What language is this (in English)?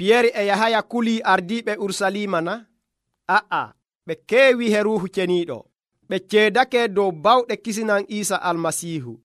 Nigerian Fulfulde